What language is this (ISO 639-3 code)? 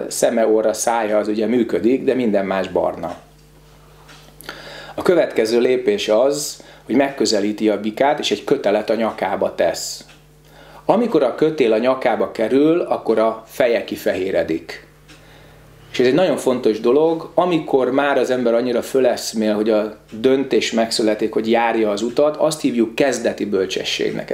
hun